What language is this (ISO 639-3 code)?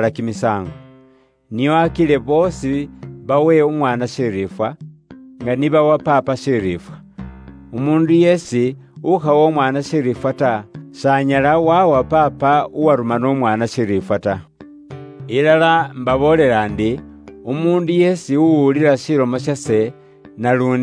luy